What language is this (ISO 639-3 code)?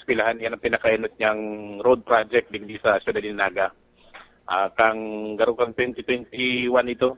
bik